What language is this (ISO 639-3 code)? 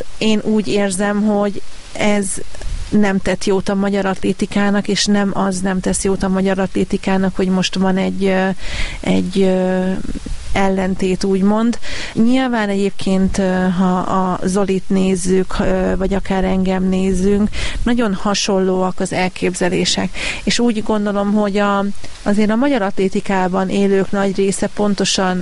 hun